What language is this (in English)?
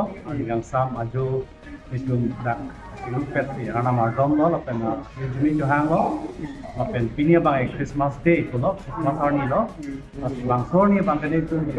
Karbi